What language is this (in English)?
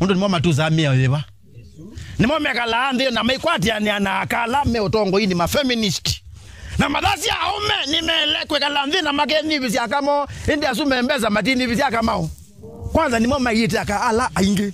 Kamba